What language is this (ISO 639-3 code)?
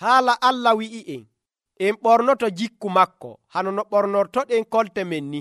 fuv